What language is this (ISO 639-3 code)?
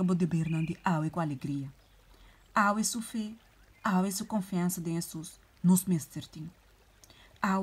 pap